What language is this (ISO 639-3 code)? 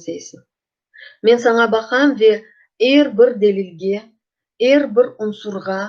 crh